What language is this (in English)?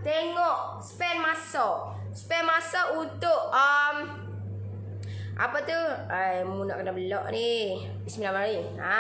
Malay